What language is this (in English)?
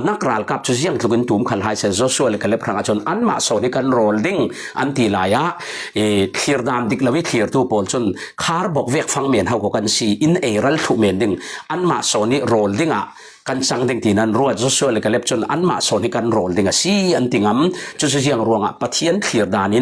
Falam Chin